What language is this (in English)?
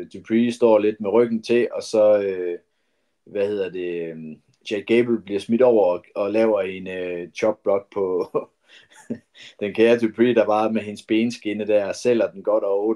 Danish